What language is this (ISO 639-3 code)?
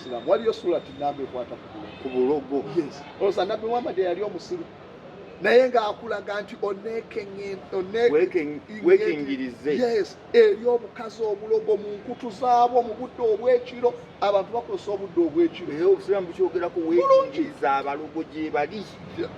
lug